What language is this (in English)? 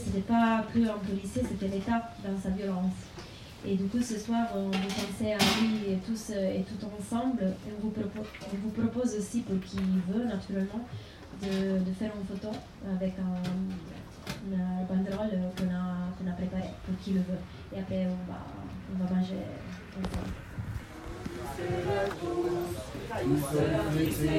French